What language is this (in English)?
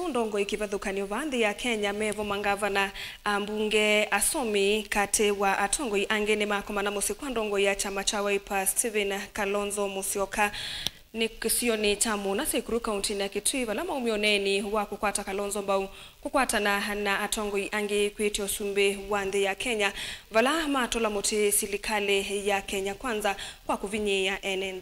Kamba